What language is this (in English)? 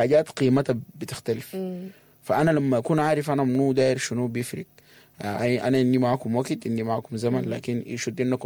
Sudanese Arabic